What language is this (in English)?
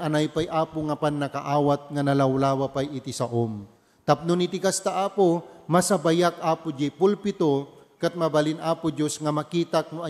Iloko